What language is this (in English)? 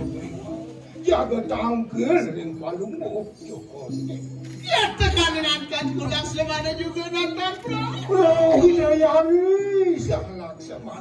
Balinese